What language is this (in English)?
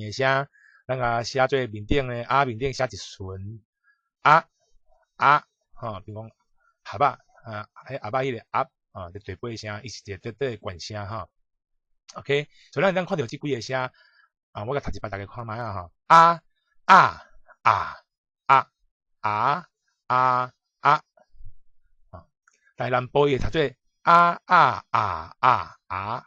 Min Nan Chinese